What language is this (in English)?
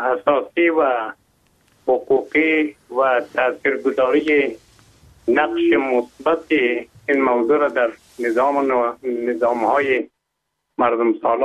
Persian